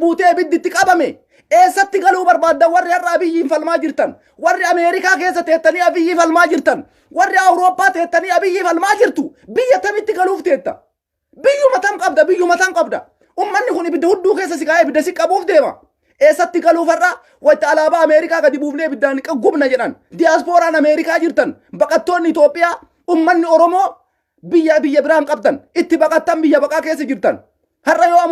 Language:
Oromo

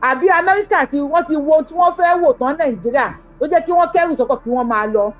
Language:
Yoruba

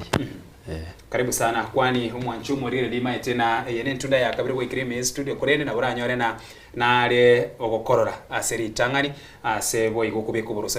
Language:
Gusii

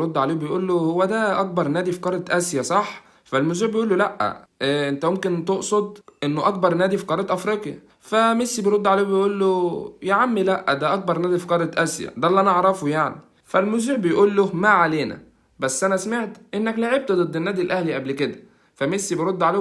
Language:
Egyptian Arabic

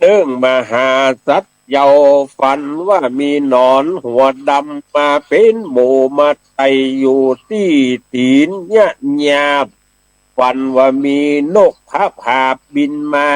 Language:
Northern Thai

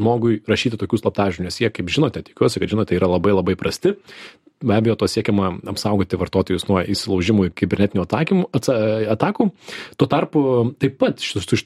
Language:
Lithuanian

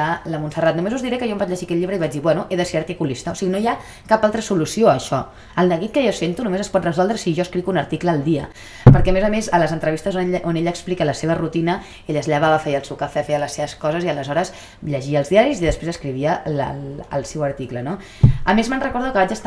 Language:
Catalan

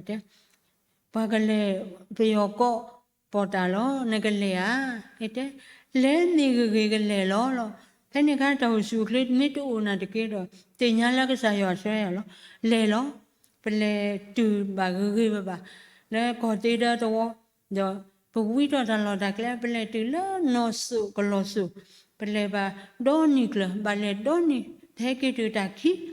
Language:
S'gaw Karen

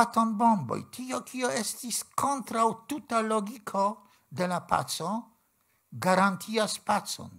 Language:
Esperanto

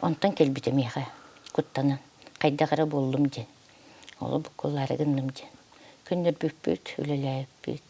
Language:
Yakut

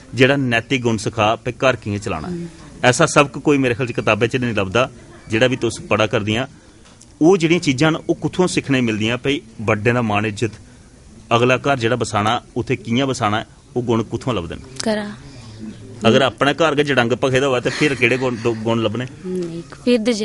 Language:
Dogri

